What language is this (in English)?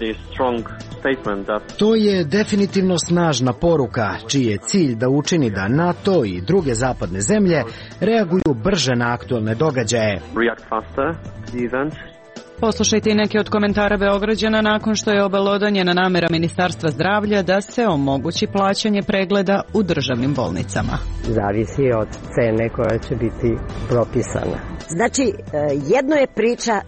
Serbian